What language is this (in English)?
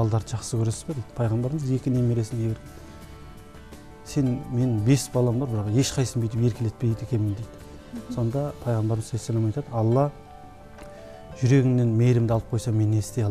Kazakh